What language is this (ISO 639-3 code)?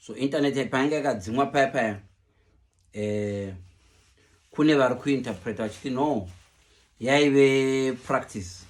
sna